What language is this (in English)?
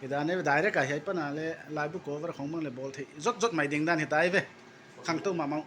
Paite Chin